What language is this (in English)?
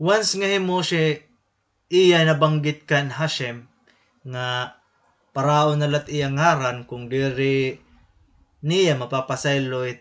Waray